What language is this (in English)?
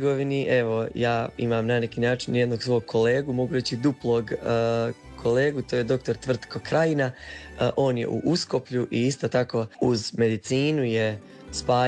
Croatian